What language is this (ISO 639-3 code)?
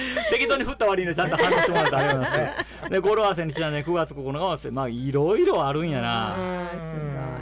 jpn